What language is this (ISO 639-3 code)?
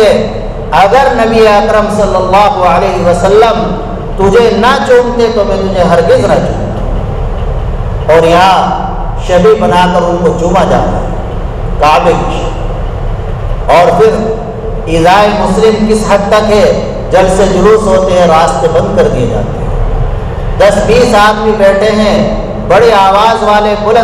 urd